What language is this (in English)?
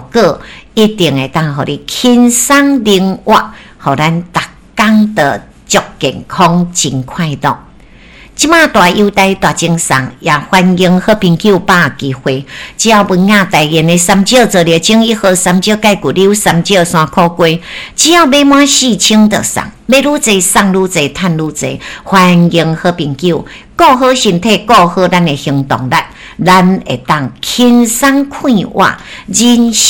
Min Nan Chinese